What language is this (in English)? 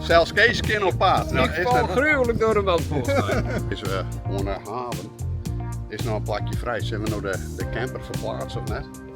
Western Frisian